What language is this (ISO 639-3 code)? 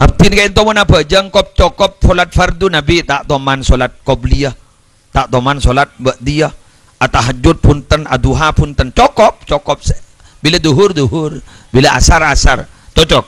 mad